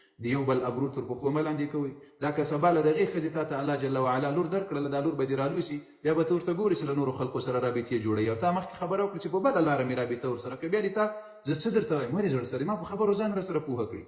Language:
Pashto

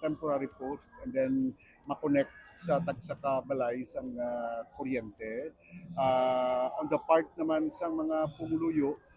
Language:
Hiligaynon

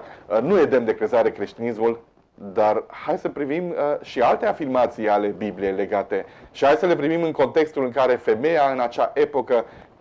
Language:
Romanian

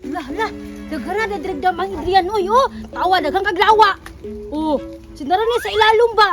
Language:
Cebuano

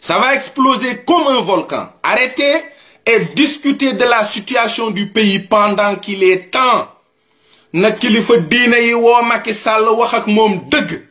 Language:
Wolof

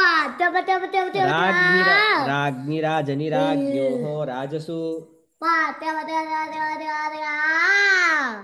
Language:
Sanskrit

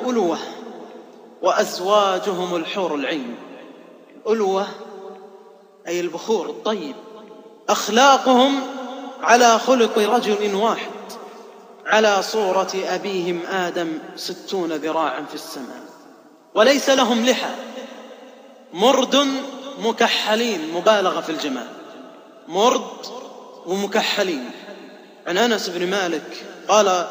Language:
Arabic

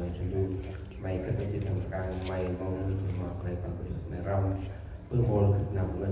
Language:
Central Mnong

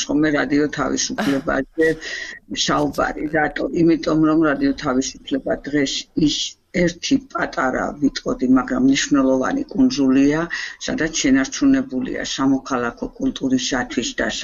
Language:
Georgian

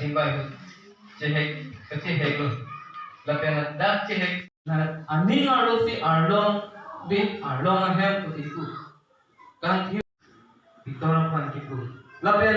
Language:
Karbi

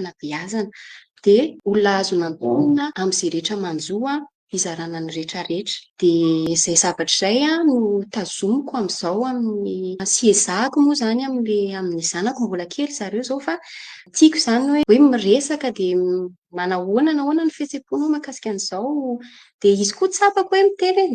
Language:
Malagasy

